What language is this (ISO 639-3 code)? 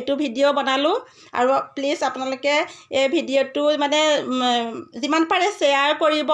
asm